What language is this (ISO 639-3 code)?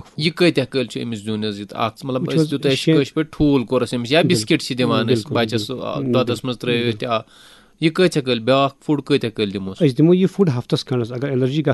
kas